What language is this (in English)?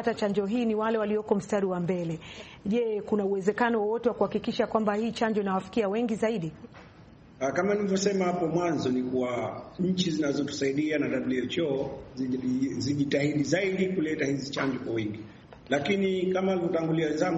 Swahili